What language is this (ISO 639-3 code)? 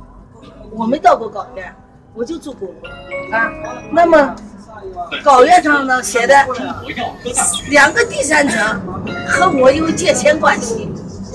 zho